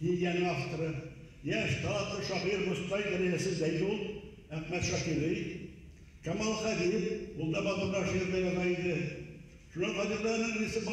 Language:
Bashkir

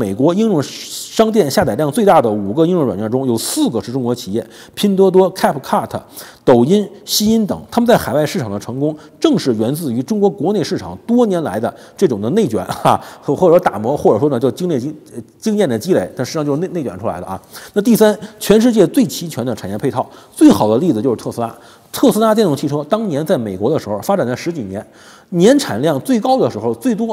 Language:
Chinese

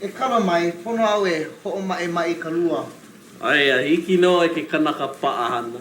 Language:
Hawaiian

